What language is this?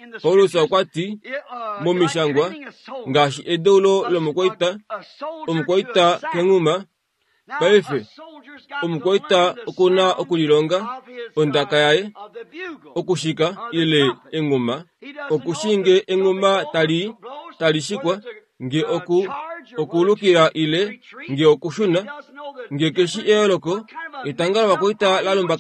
Kuanyama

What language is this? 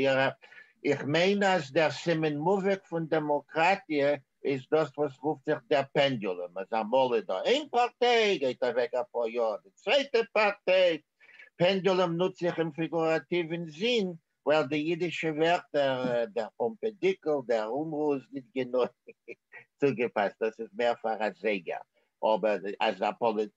Yiddish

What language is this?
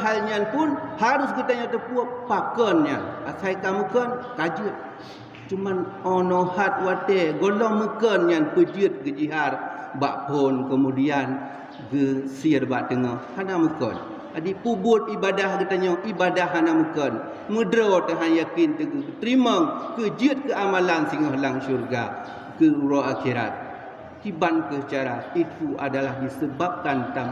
Achinese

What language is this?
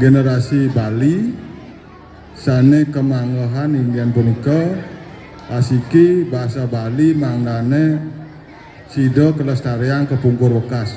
Balinese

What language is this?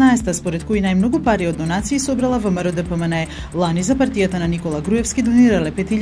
Macedonian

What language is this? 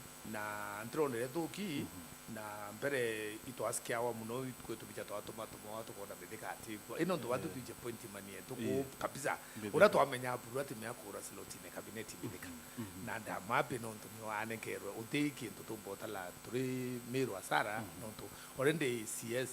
Meru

